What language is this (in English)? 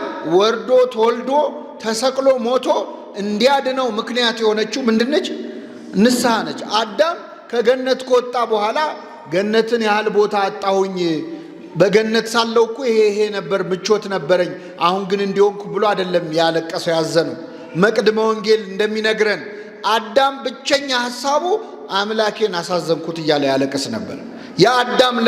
Amharic